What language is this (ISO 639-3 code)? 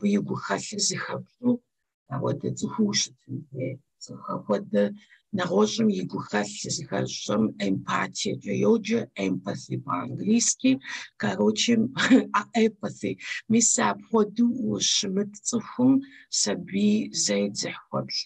kbd